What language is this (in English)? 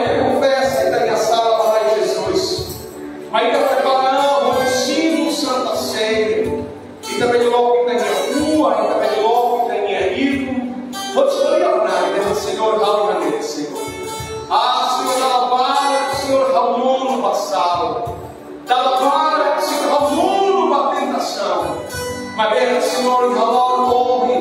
Tetum